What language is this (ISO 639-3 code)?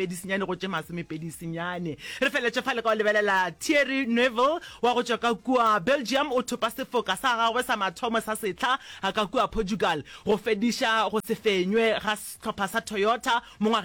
nso